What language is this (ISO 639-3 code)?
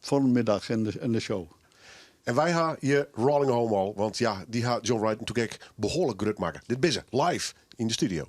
fry